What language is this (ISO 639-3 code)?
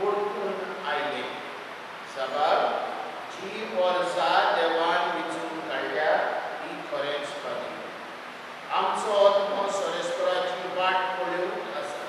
kok